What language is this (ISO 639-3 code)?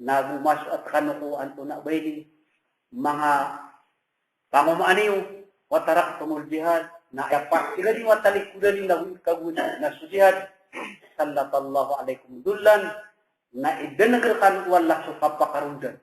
mrw